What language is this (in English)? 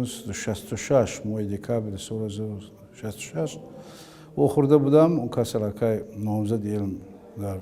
Tajik